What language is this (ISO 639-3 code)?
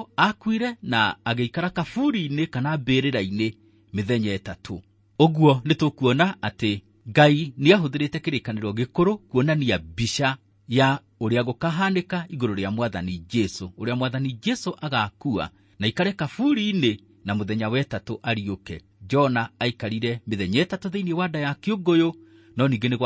kik